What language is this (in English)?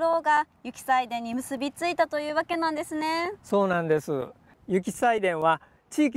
Japanese